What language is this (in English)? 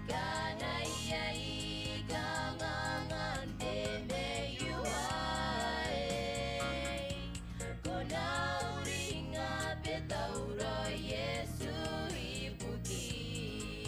Gilbertese